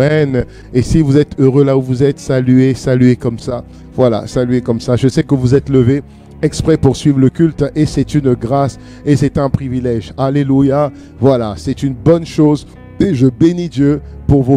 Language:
French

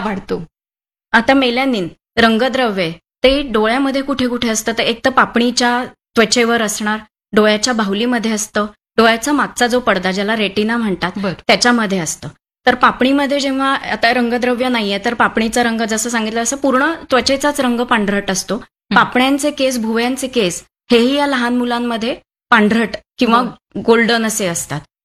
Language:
Marathi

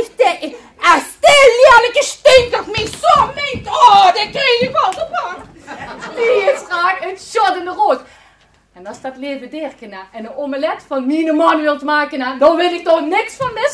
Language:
Limburgish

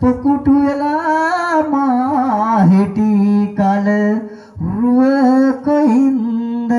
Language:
Sinhala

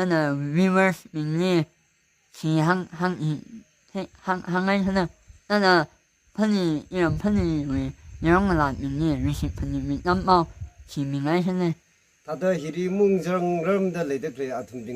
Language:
Tangkhul Naga (India)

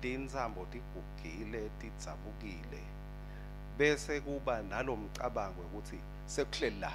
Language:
Swati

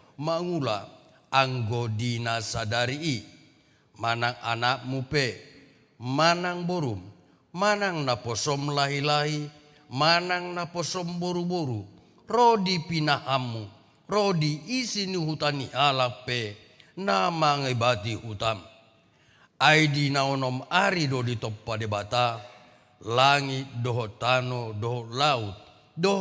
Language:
Batak Toba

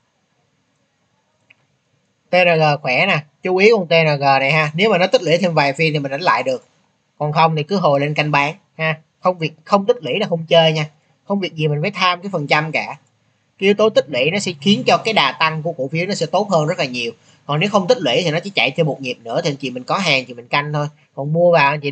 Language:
Vietnamese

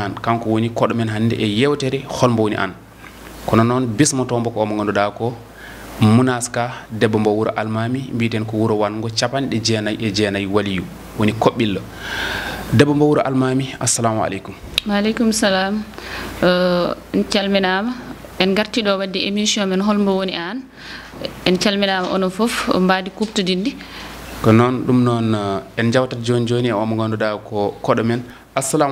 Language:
Fula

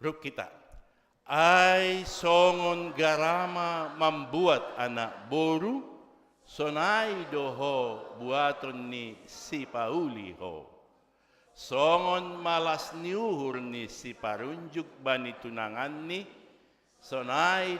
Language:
Batak Simalungun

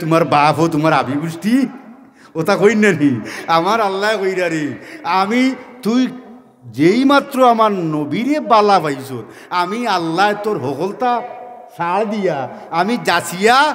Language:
Sylheti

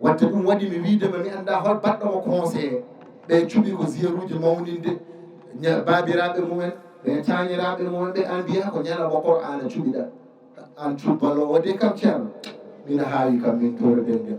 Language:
Fula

